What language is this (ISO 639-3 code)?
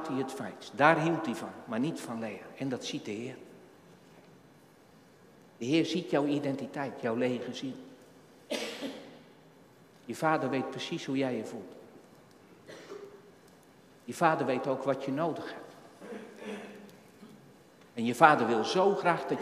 nld